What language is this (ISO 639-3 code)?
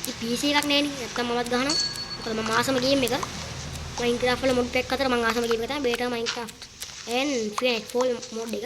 sin